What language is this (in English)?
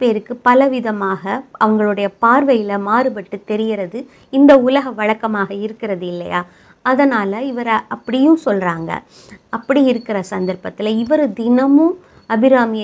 Tamil